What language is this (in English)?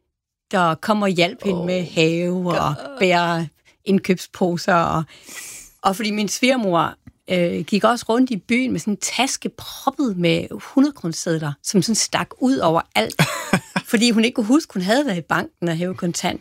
Danish